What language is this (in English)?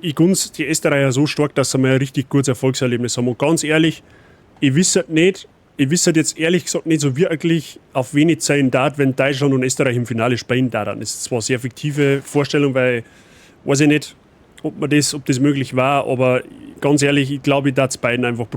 Bavarian